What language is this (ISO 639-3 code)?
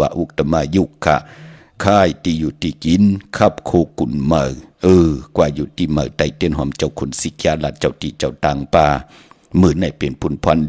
shn